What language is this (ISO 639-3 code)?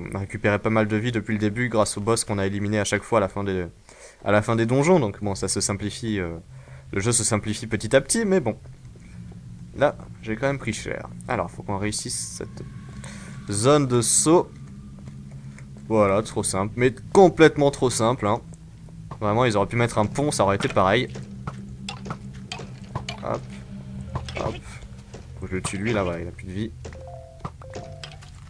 fra